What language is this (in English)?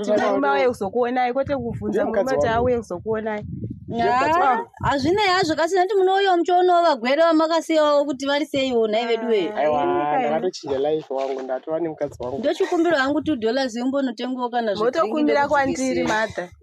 Shona